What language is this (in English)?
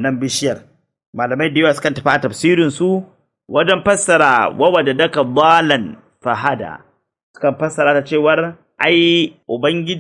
Hausa